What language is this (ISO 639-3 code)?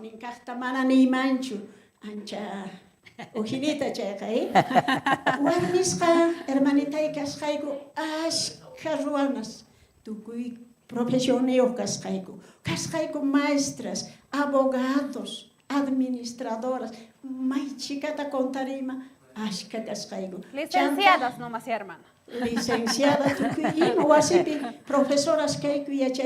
quh